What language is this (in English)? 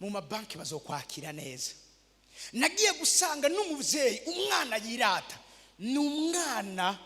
Rundi